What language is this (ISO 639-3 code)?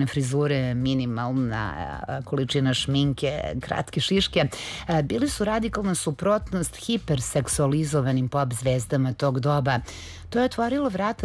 srp